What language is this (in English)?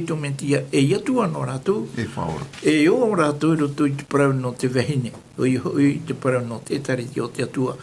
Tahitian